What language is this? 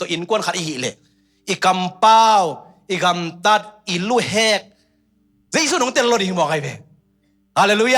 Tedim Chin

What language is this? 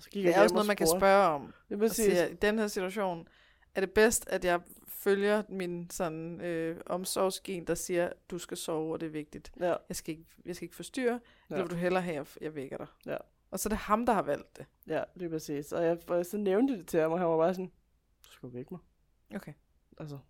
Danish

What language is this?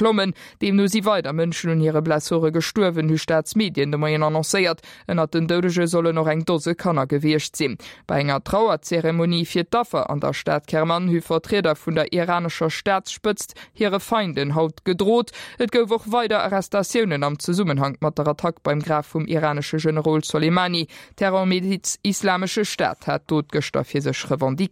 Luxembourgish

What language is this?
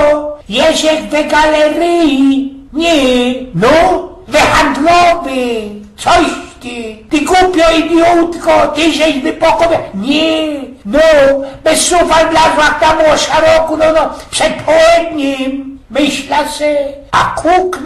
Silesian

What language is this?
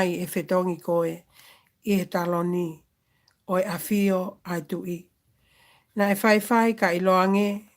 Tongan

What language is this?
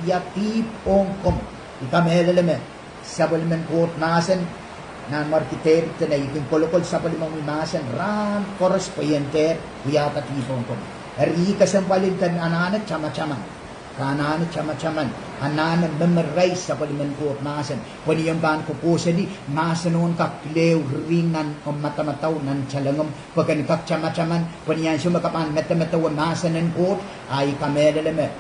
Pohnpeian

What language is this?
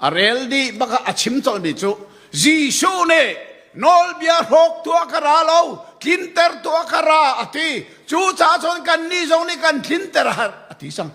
Hakha Chin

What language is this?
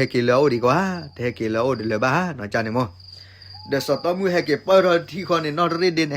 S'gaw Karen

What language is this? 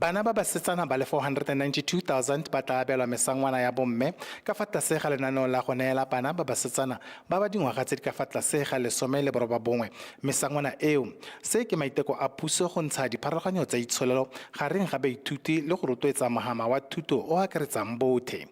Tswana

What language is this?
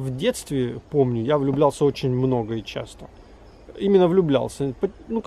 Russian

